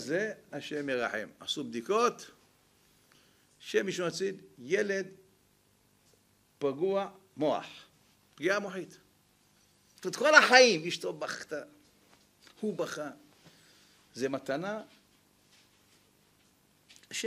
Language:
Hebrew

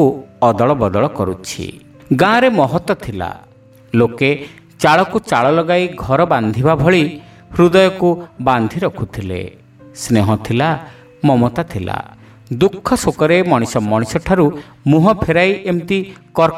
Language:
Odia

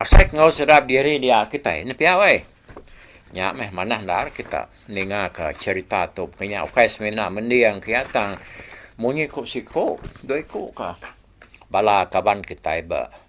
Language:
Iban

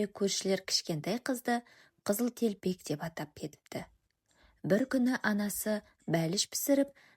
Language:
Kazakh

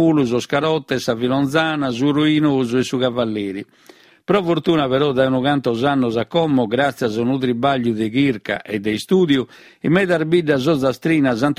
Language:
Sardinian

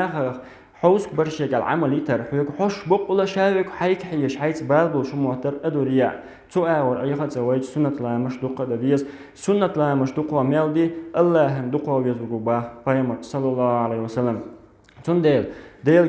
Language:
Chechen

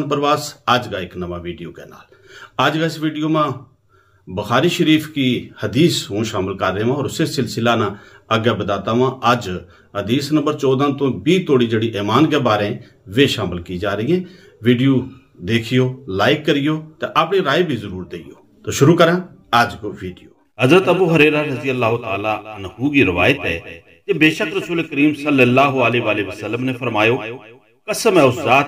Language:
Gujari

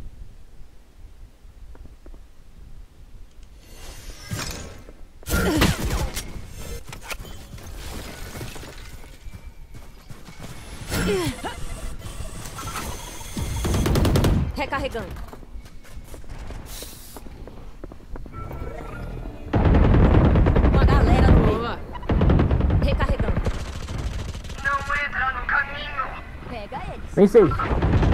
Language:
Portuguese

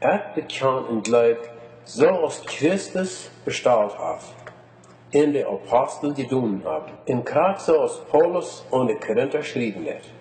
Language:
Plautdietsch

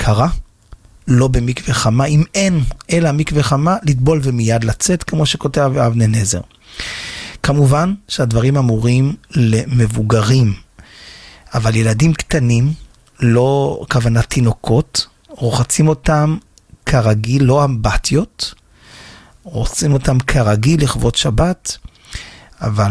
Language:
Hebrew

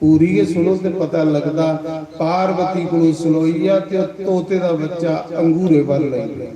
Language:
Dogri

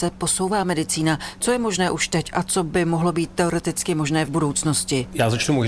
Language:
Czech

